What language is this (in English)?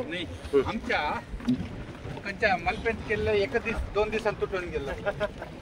Konkani